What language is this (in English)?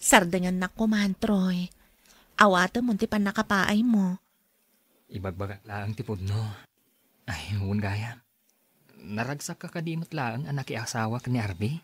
Iloko